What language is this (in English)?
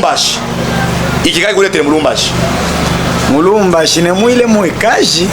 Luba-Katanga